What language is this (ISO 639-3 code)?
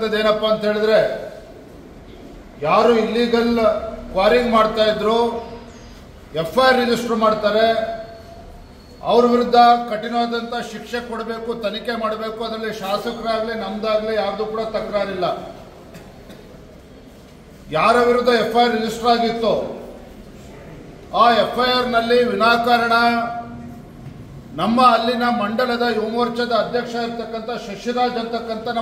kan